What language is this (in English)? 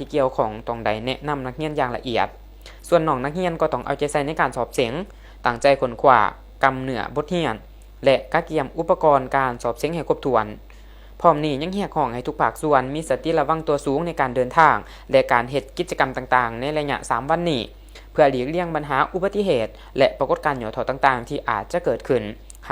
Lao